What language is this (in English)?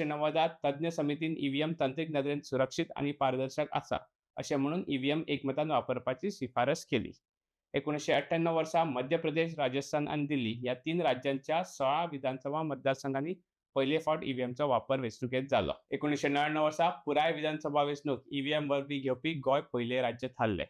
Konkani